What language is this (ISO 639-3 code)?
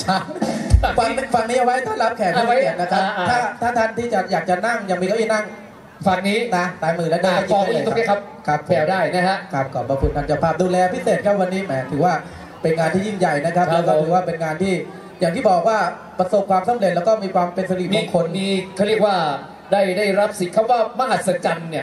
tha